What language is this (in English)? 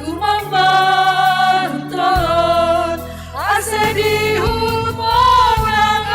Batak Simalungun